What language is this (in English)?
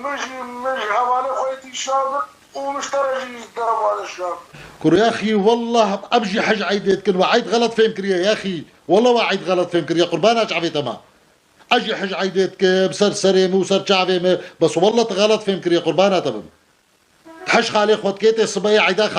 Kurdish